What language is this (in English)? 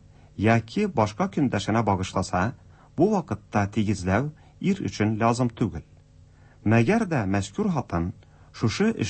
Tatar